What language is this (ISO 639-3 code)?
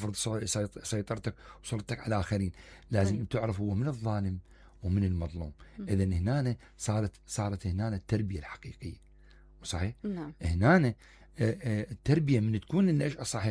acm